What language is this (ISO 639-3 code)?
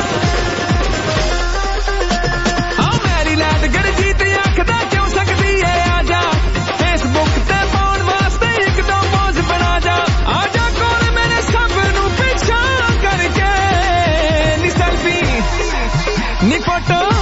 pan